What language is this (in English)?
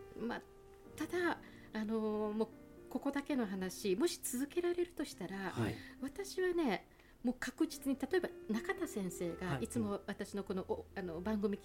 Japanese